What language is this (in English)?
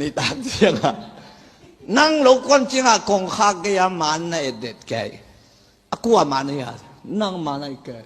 Tedim Chin